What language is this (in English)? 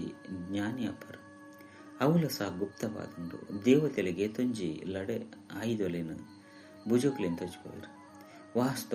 Tulu